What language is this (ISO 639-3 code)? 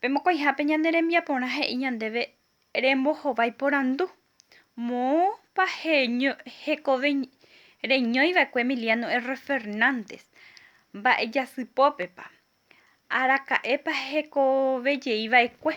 grn